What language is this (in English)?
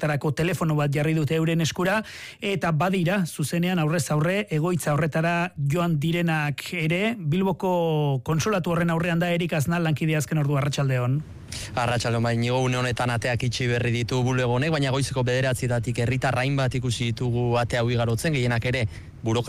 Basque